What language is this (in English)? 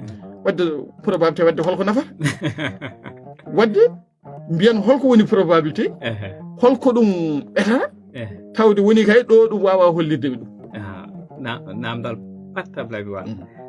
Fula